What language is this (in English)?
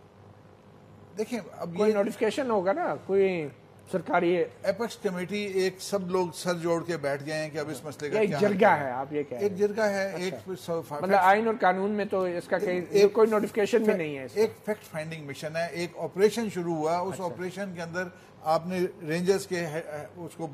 Urdu